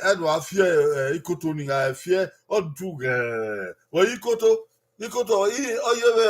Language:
Bini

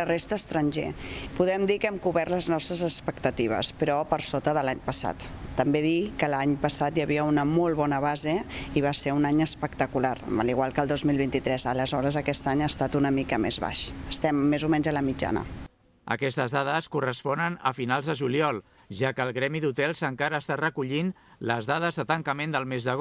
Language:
Catalan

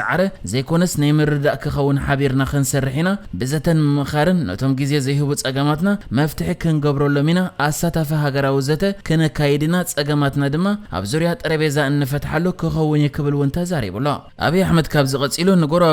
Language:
Tigrinya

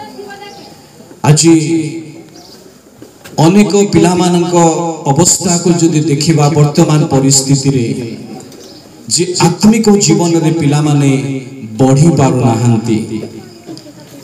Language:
Odia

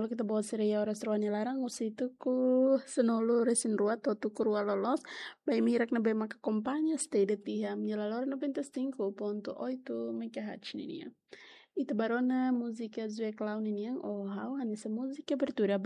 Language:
Tetum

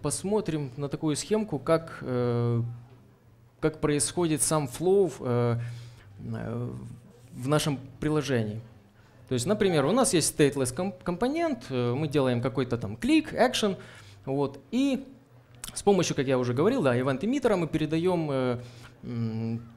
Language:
Russian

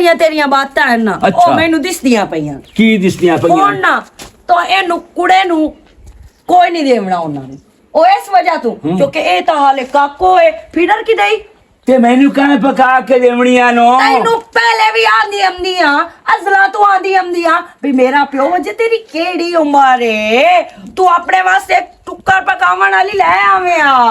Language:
Western Panjabi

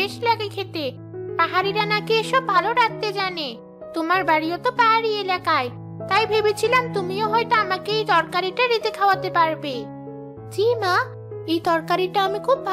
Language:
Bangla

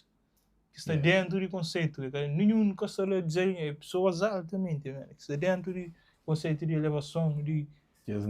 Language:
Kabuverdianu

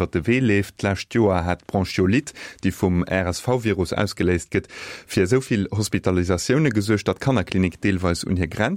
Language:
Luxembourgish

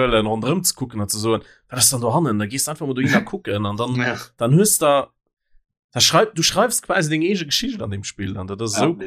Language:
Luxembourgish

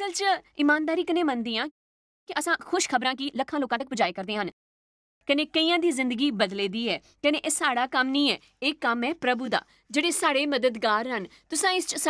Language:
Dogri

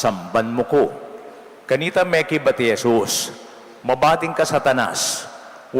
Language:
Pampanga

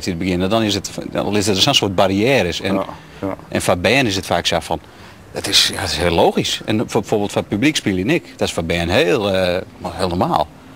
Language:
Dutch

